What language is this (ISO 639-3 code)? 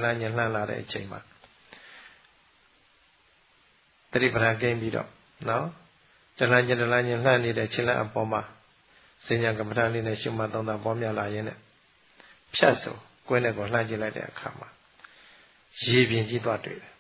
mya